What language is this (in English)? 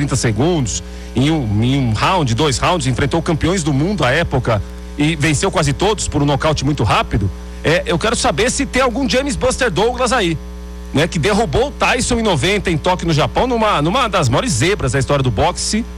Portuguese